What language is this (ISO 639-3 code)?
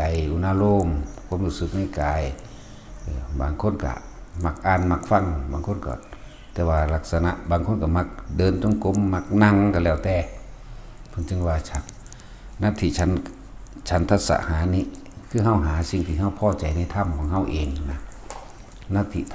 tts